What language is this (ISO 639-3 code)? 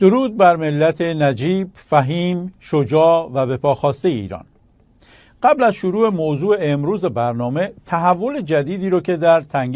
fas